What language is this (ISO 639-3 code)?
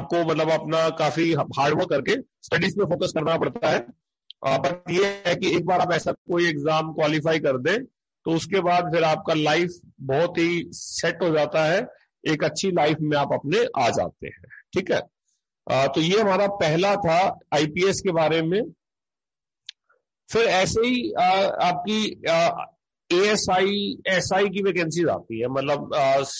hin